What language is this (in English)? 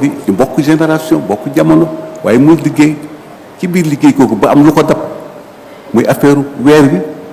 Wolof